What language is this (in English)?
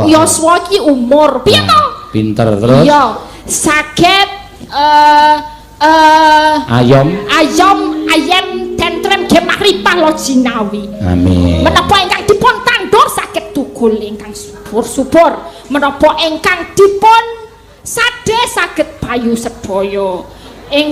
Javanese